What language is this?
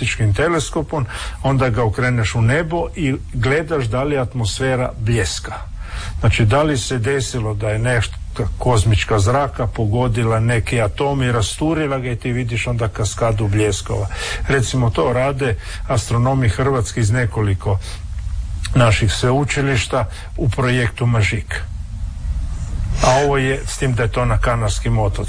Croatian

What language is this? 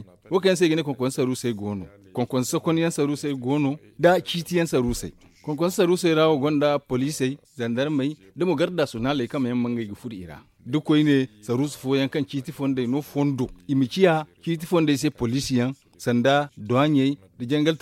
Zarma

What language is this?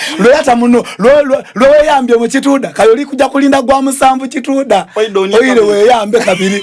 Soga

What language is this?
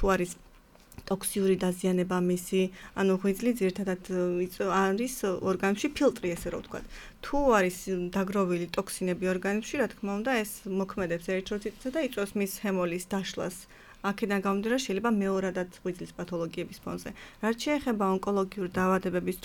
Georgian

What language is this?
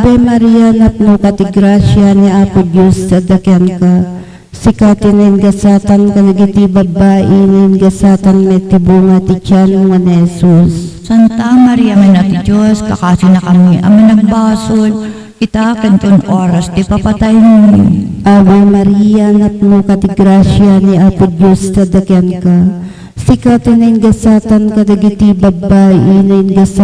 Iloko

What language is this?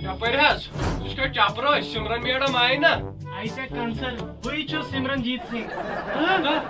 Kashmiri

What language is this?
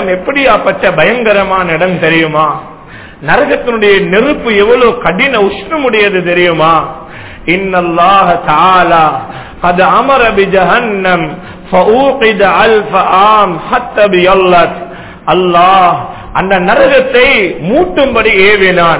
Tamil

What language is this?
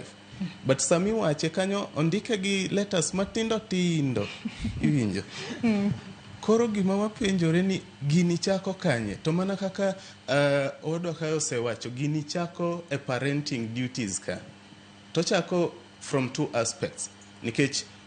Luo (Kenya and Tanzania)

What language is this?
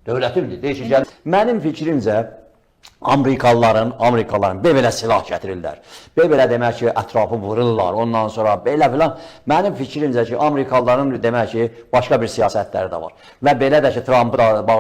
Azerbaijani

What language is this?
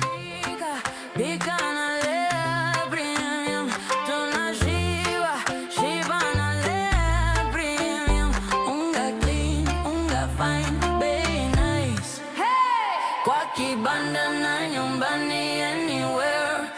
Meru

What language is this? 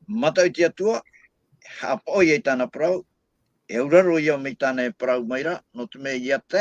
Tahitian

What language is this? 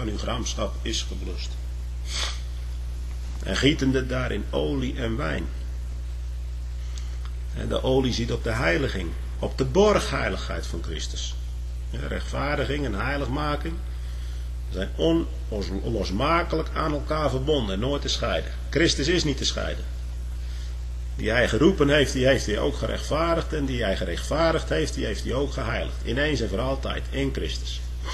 Dutch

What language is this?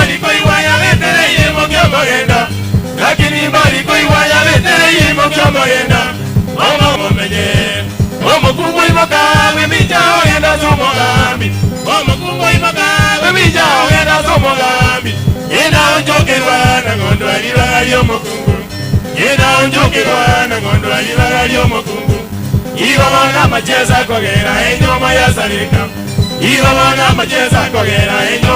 Gusii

